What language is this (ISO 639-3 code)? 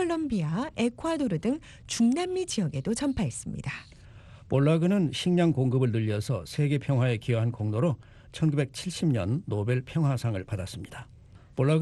kor